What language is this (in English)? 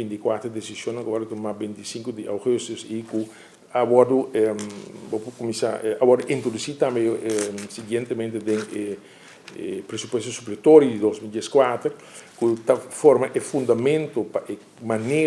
Papiamento